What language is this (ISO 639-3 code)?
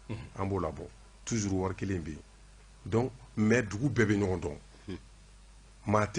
bam